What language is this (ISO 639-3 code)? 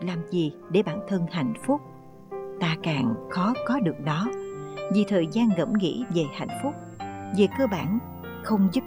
vie